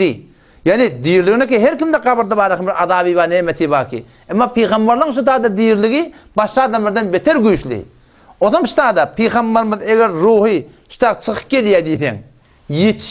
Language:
Turkmen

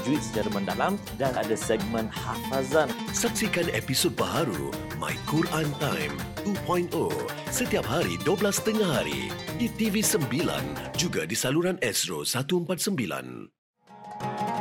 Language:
Malay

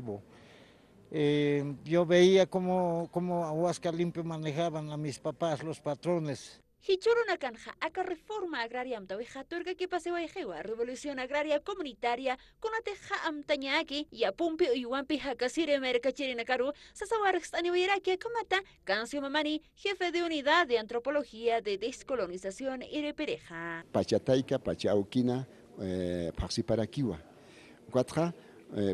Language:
Aymara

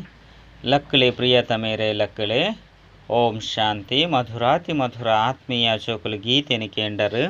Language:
Tulu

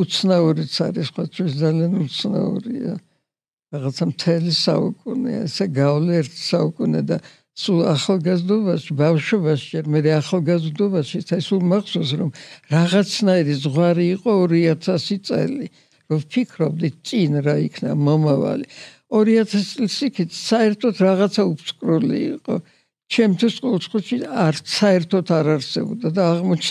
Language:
Georgian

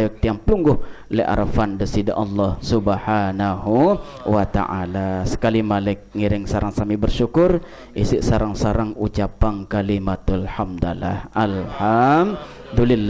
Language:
Sasak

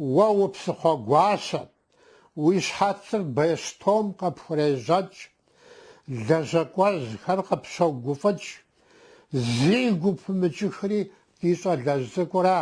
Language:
Kabardian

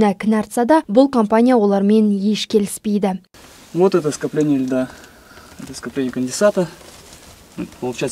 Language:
Kazakh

